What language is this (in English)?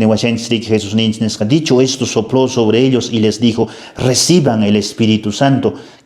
Quechua